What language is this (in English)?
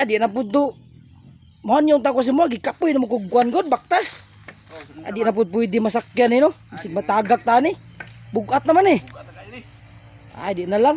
Cebuano